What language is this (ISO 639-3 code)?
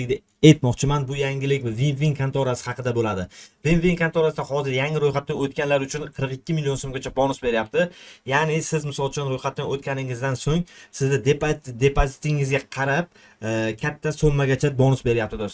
uzb